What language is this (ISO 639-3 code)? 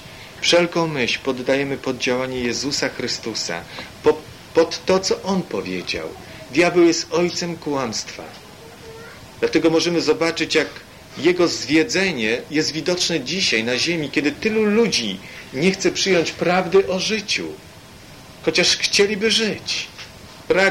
pol